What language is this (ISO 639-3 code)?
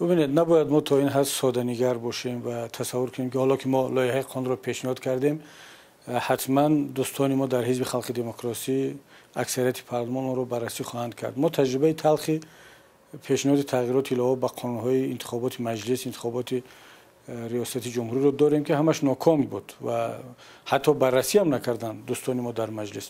tgk